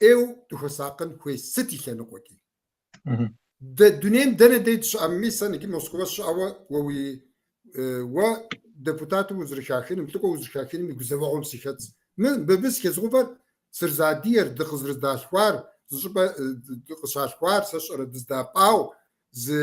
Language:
Kabardian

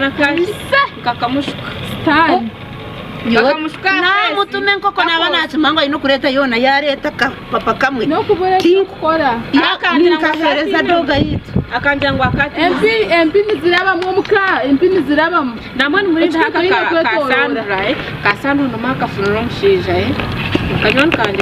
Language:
Nyankole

